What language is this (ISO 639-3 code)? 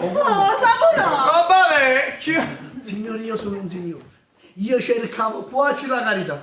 nap